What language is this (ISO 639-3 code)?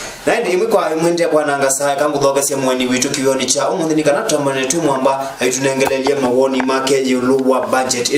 kam